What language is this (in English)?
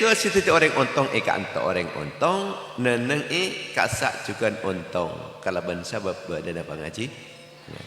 Madurese